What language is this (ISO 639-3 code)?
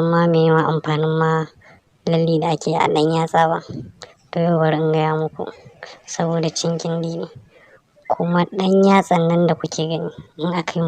hau